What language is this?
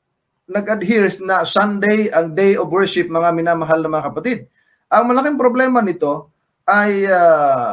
Filipino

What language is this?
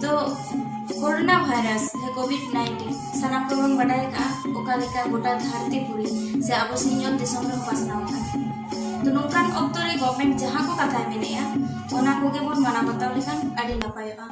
Santali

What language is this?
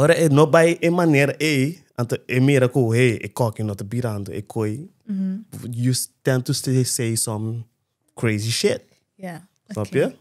Papiamento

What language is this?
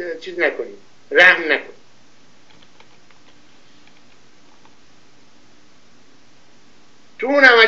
Persian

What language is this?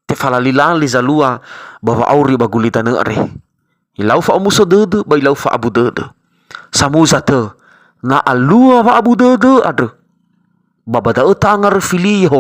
Nias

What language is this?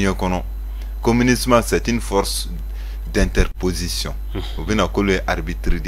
Bambara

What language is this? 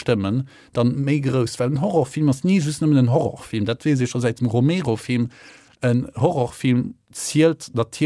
Luxembourgish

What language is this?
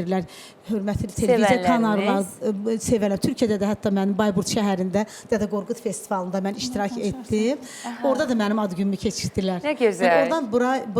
Azerbaijani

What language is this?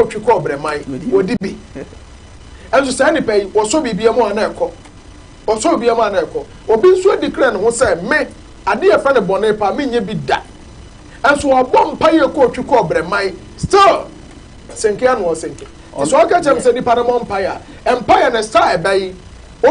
Akan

